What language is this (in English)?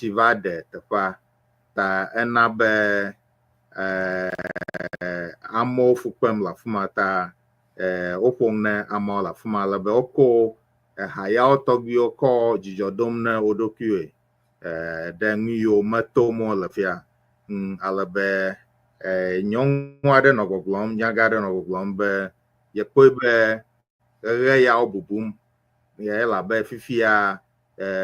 Ewe